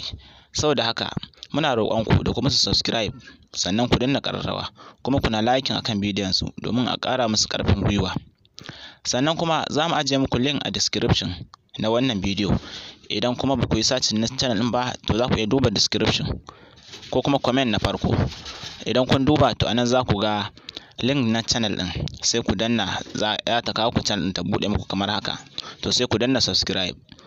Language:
Hausa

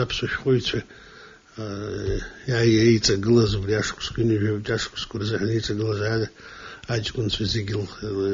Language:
Abkhazian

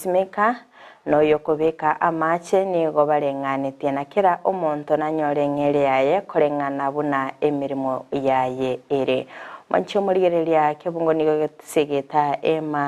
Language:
Gusii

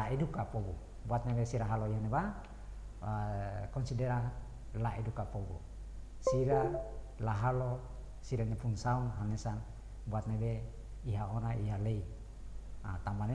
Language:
Tetum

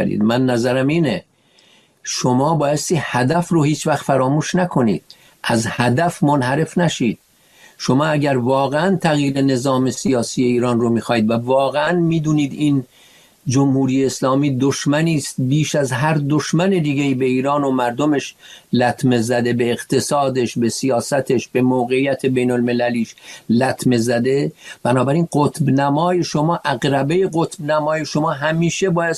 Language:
Persian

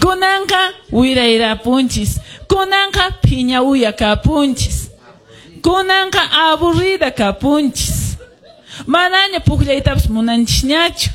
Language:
Quechua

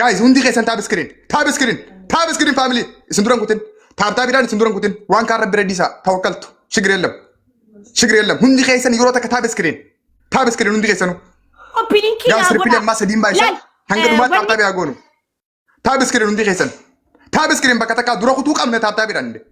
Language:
Oromo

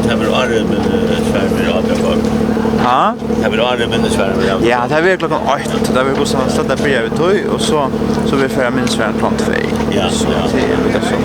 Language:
Faroese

